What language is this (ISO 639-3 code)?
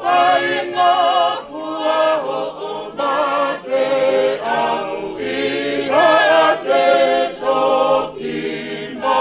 ton